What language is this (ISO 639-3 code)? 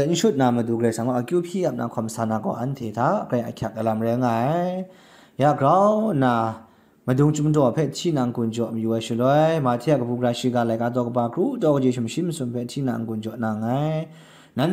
kac